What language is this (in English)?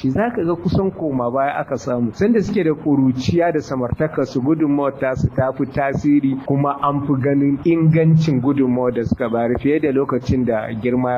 Hausa